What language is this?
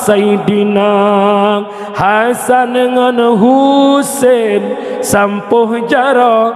Achinese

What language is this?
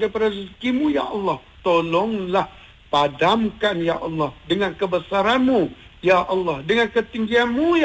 Malay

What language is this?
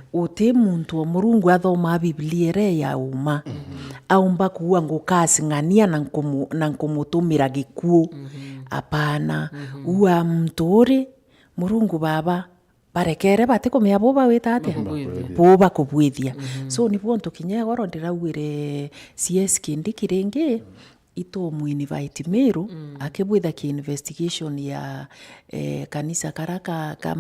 Meru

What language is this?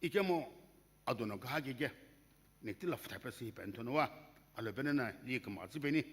Sumi Naga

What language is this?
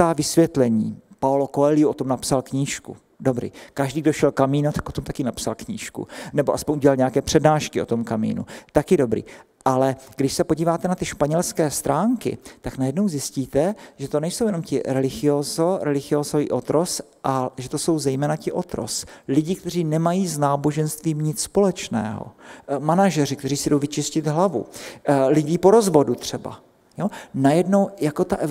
Czech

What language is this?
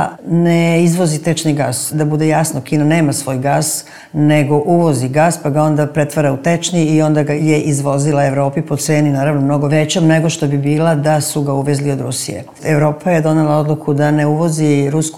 Serbian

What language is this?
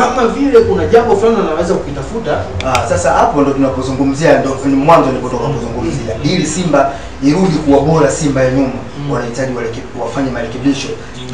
Swahili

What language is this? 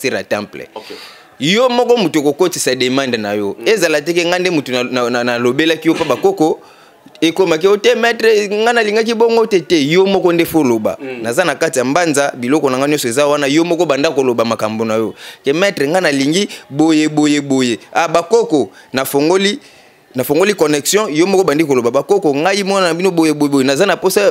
Lingala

